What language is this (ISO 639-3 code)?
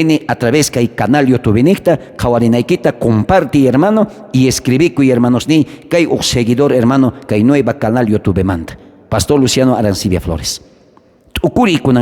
quh